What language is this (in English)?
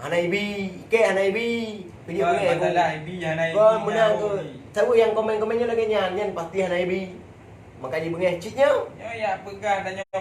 Achinese